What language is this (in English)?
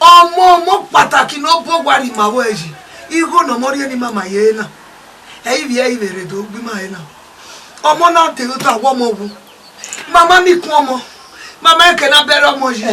Bini